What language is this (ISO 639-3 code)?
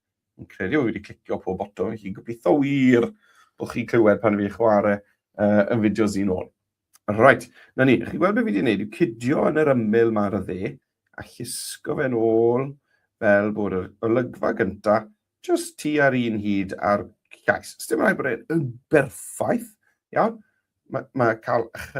cym